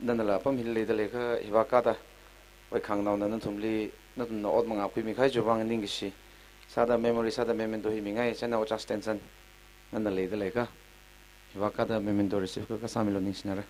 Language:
Tangkhul Naga (India)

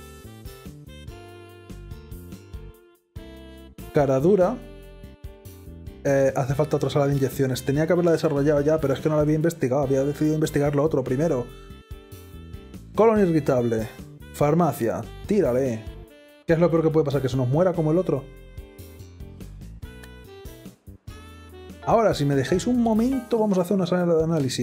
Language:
Spanish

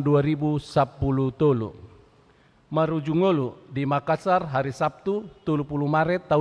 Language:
Batak Toba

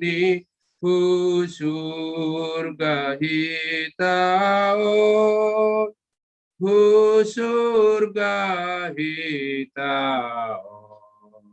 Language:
Batak Simalungun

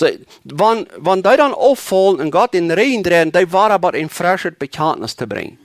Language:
Plautdietsch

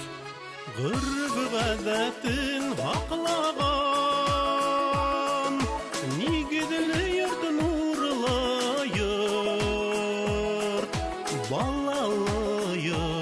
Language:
Bashkir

